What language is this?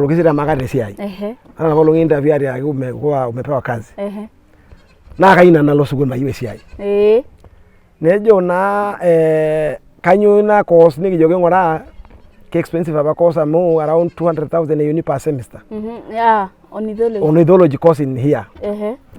Masai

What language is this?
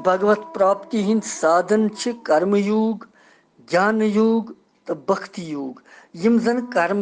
Kashmiri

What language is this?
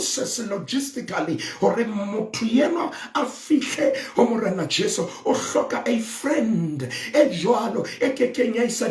Southern Sotho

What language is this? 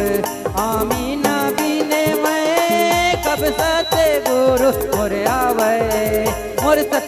Chhattisgarhi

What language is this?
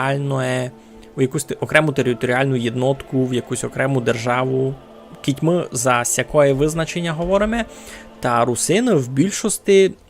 Rusyn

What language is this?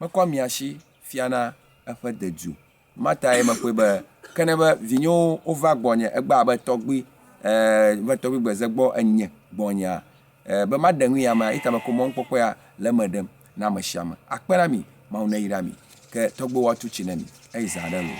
Ewe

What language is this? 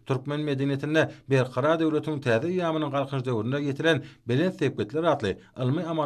Turkmen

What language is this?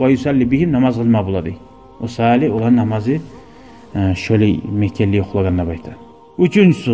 Kumyk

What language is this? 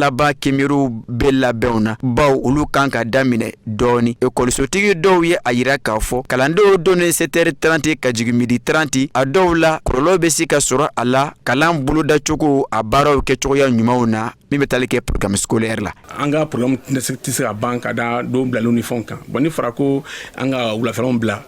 Bambara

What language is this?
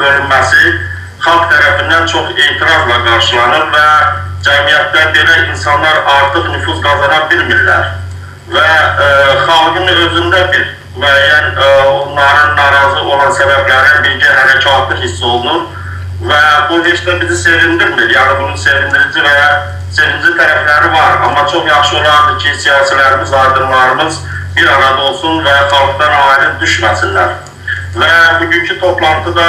South Azerbaijani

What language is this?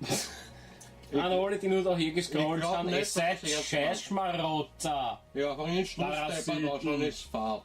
Bavarian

